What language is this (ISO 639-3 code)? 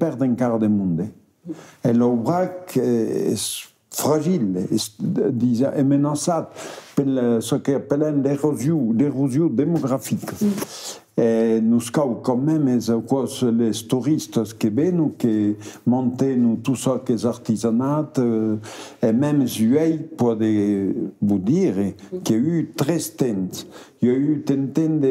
oci